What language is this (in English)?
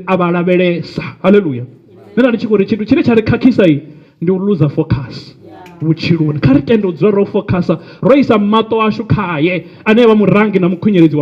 Venda